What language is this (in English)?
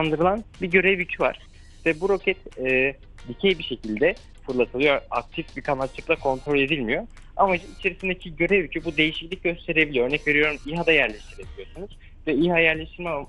Turkish